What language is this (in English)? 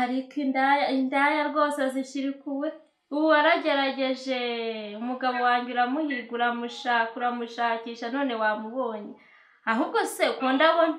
Kinyarwanda